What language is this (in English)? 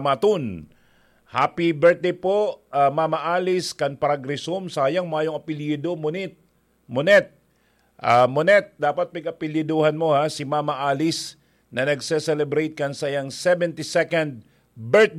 Bikol